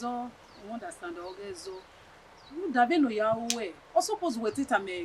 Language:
Bini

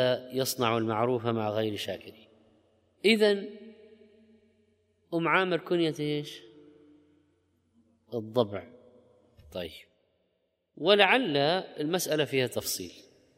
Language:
Arabic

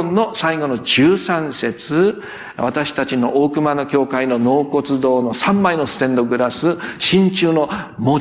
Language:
Japanese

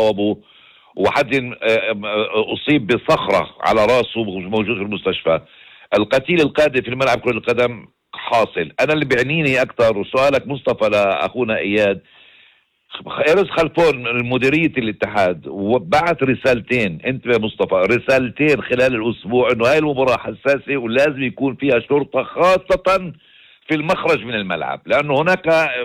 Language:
North Levantine Arabic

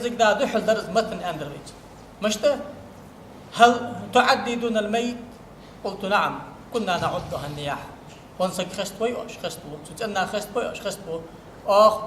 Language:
Ingush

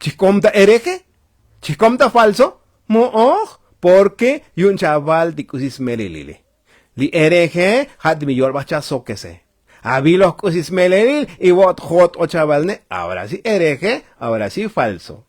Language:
Tzotzil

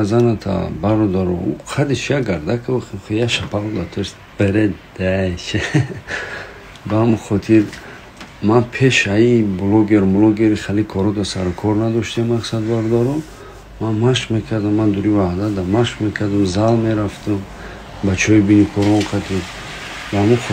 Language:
Tajik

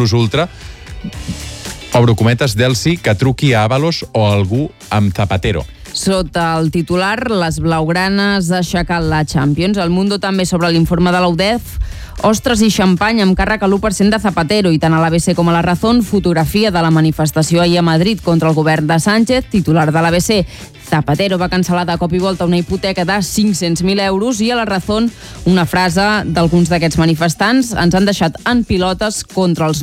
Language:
Catalan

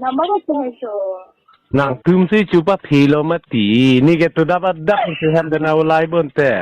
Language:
Karbi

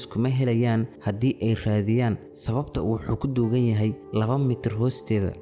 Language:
Somali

